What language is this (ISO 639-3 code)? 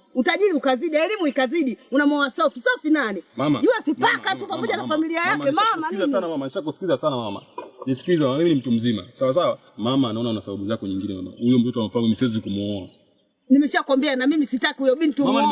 swa